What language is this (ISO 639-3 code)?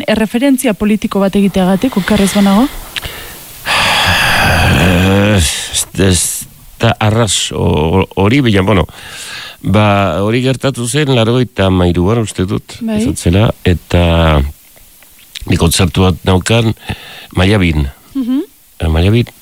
eus